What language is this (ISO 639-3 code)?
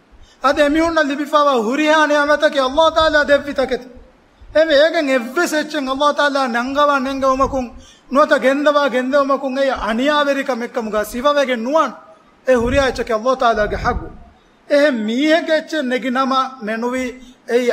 div